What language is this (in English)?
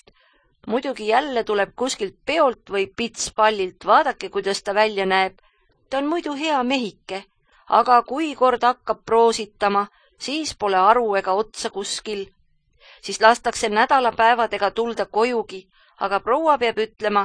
Estonian